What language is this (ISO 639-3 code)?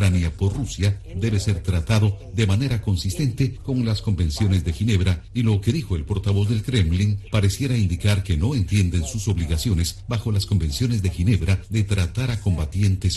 spa